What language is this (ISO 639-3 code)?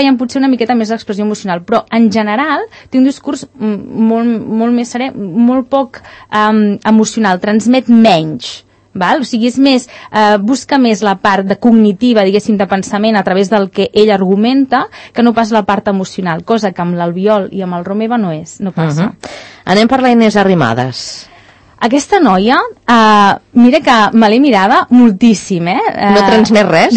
cat